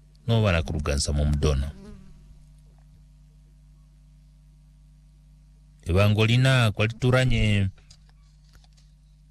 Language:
Swahili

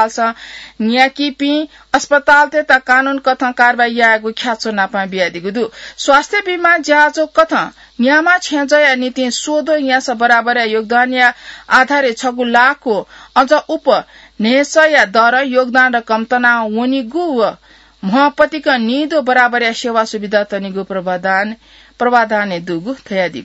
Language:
Newari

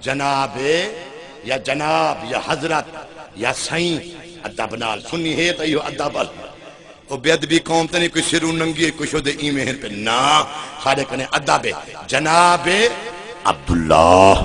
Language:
Saraiki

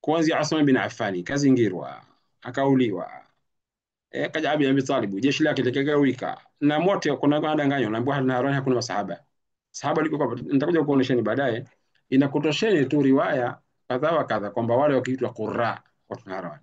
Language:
Swahili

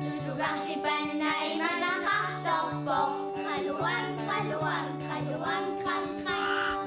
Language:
Kalaallisut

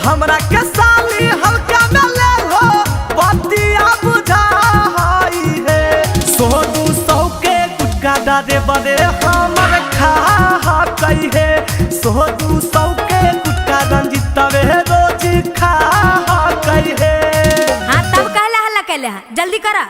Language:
Magahi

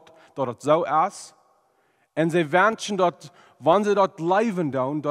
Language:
Plautdietsch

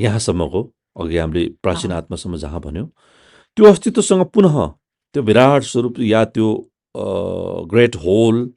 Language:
Nepali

